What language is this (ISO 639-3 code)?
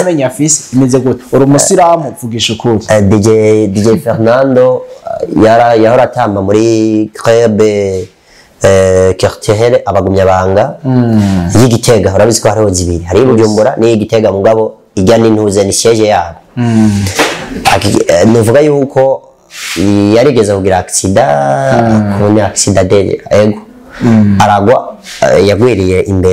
run